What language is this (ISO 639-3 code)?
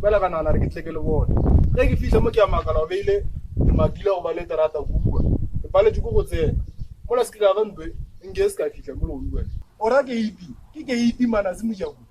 nso